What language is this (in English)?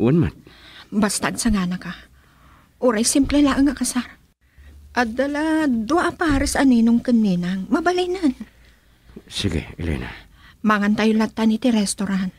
Iloko